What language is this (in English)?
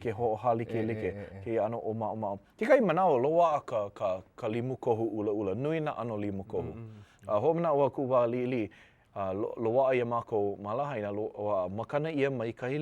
Hawaiian